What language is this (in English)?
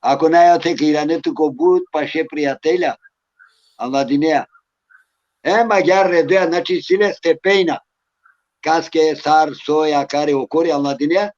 Balkan Romani